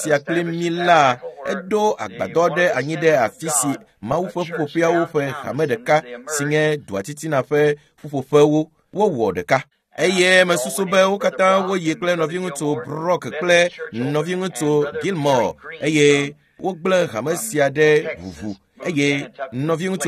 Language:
Ewe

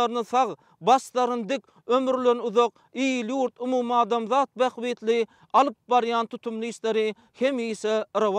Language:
Turkmen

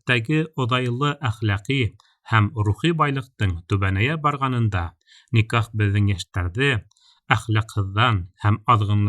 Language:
Bashkir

